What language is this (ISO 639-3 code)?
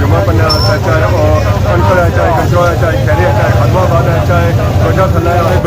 phr